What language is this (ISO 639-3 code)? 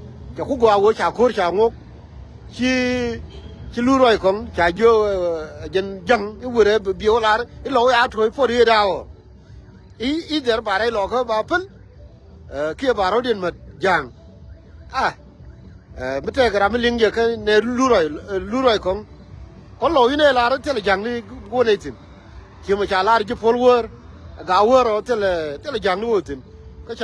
nus